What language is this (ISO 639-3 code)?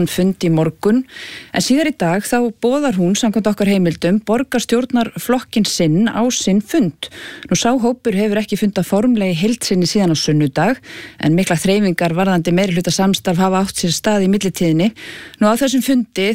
isl